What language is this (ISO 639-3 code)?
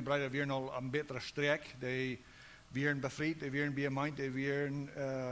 pdt